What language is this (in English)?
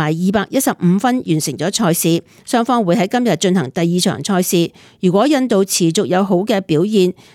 Cantonese